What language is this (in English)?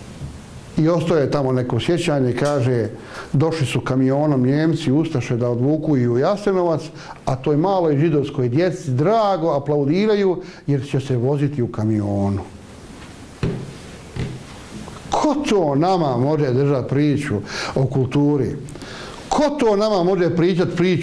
Bosnian